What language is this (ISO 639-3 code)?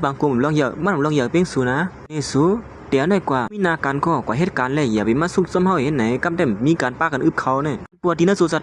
shn